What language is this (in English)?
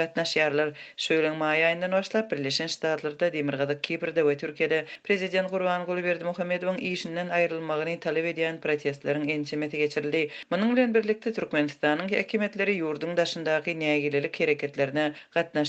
Turkmen